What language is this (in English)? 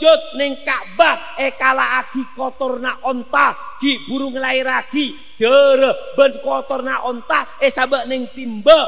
Madurese